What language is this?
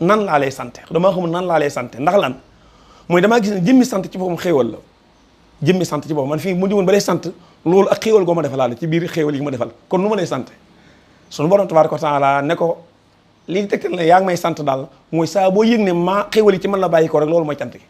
Wolof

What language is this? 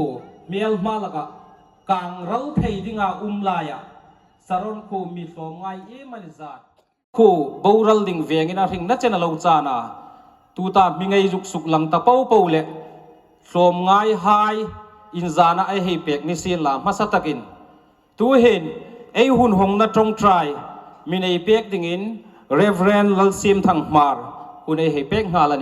Hmar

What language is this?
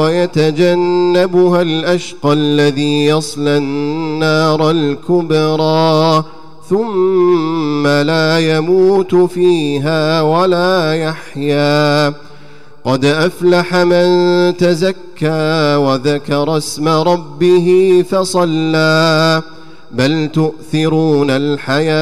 Arabic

